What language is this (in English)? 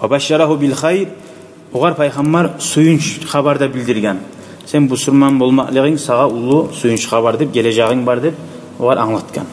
Kumyk